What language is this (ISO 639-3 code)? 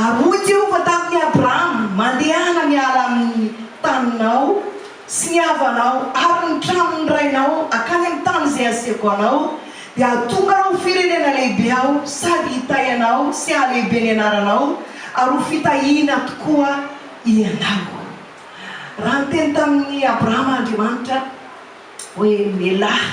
mlg